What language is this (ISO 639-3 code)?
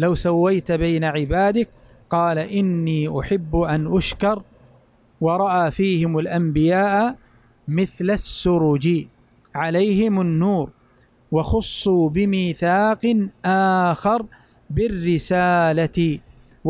ara